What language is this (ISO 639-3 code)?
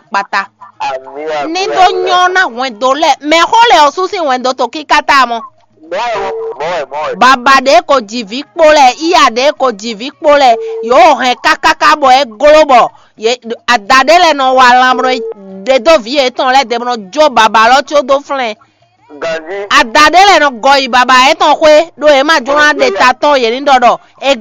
fon